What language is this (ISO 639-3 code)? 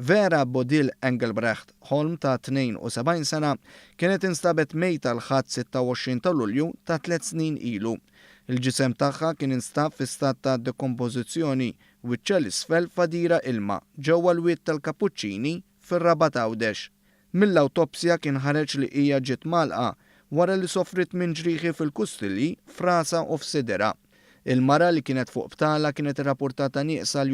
mlt